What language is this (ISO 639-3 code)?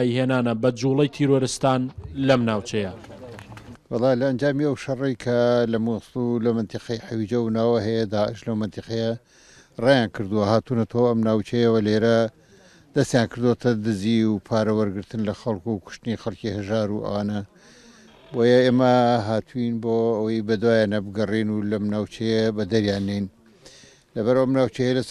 ckb